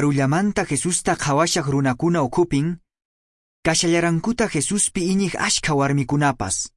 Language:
Quechua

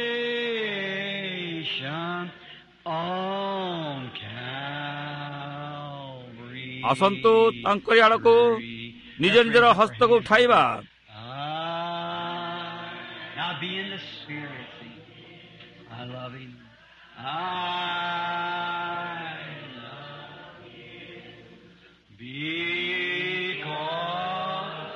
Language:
Odia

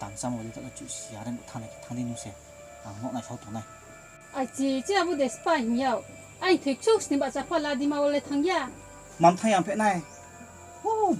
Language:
Riang (India)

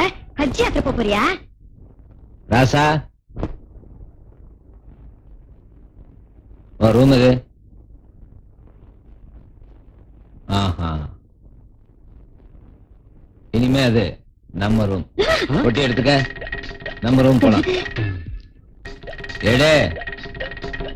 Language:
Tamil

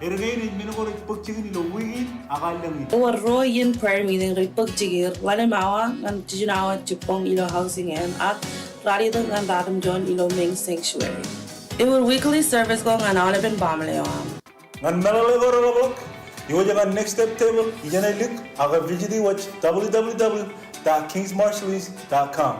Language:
Marshallese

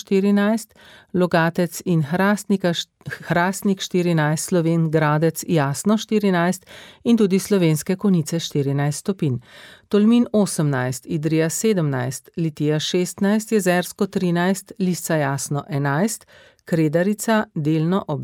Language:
Slovenian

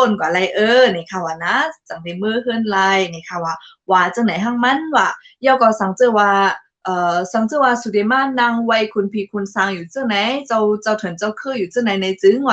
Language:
Shan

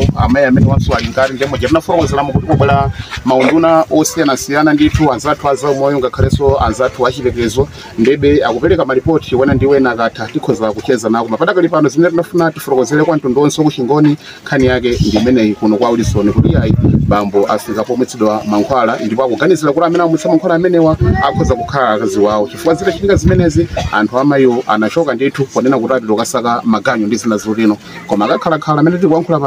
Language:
Nyanja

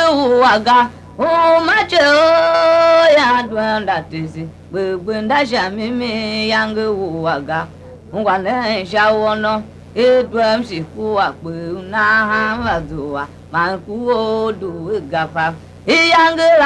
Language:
Tiv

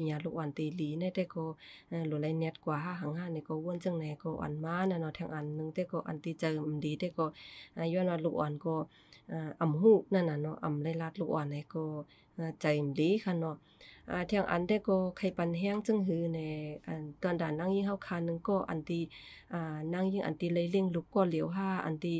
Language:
Shan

